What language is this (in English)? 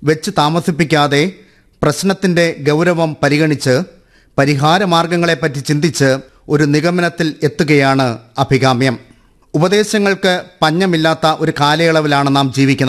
Malayalam